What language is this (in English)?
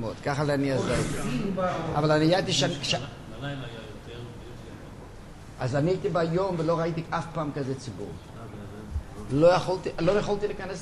Hebrew